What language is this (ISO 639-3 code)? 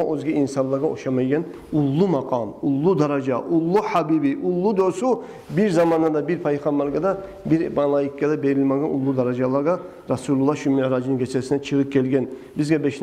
kum